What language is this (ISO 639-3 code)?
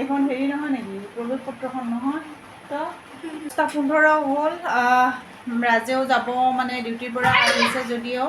asm